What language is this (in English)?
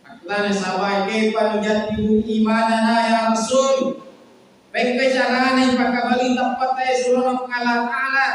Buginese